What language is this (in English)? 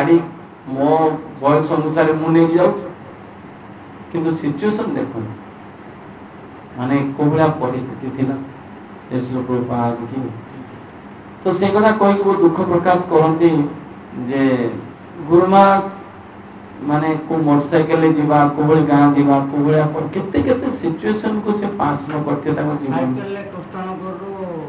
Odia